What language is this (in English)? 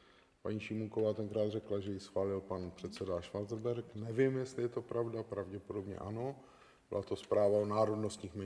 Czech